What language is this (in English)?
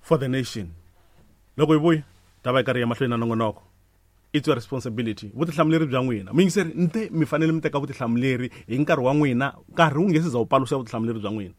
Tsonga